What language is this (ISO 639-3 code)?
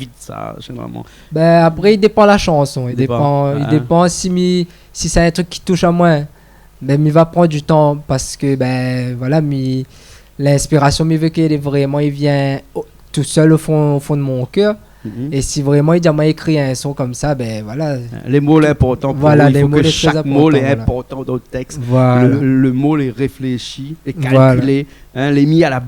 rcf